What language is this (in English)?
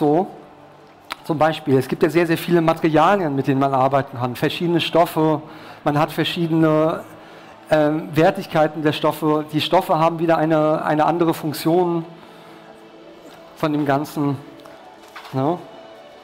German